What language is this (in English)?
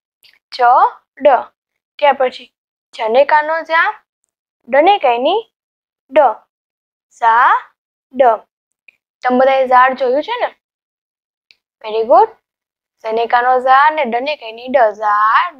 Gujarati